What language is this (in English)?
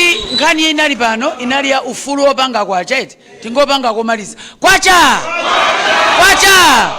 Nyanja